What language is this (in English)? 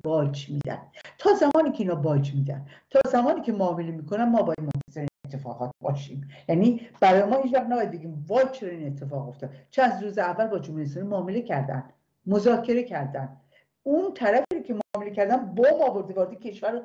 Persian